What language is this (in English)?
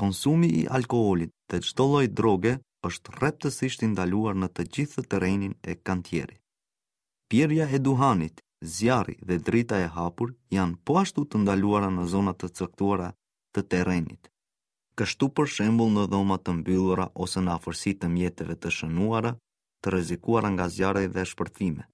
Albanian